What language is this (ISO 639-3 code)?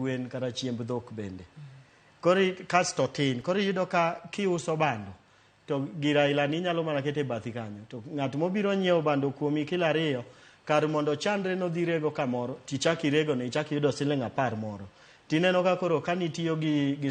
luo